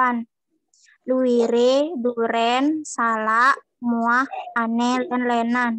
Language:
Balinese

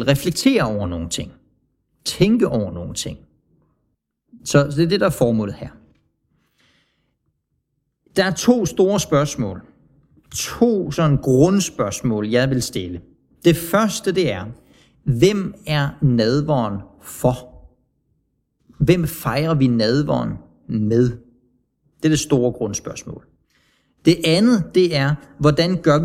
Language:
Danish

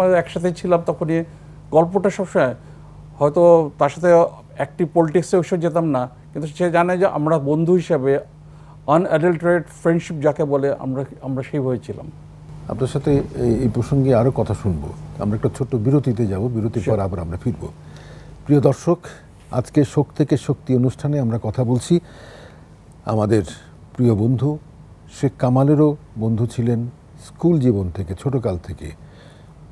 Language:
Bangla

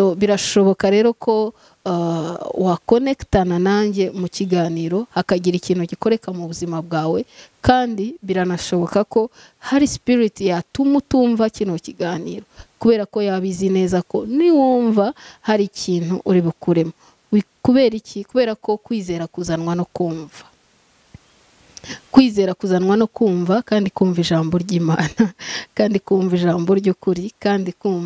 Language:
Kinyarwanda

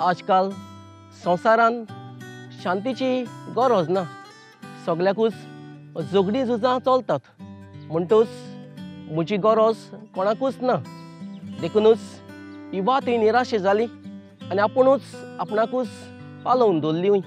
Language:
Konkani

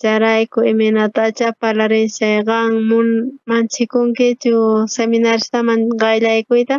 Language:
South Bolivian Quechua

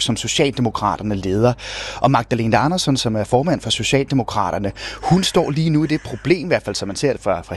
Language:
Danish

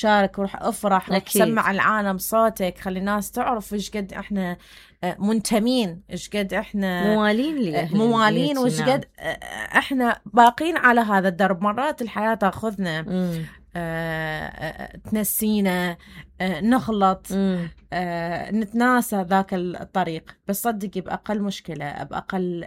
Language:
Mesopotamian Arabic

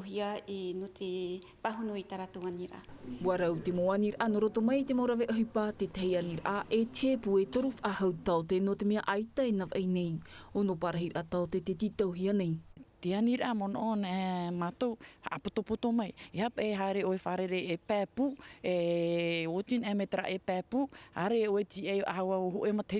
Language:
Tahitian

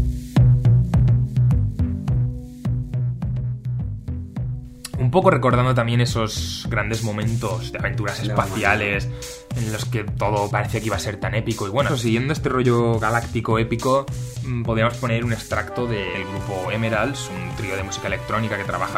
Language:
Spanish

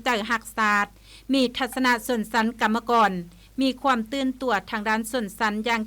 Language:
Lao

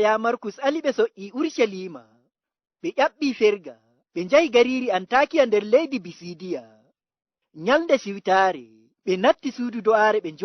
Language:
Fula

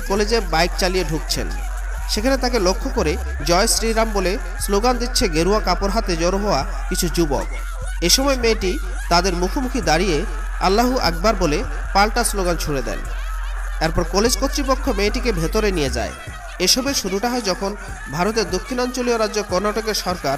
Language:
Bangla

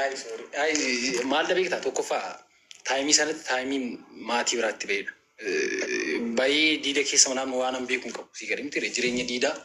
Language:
Oromo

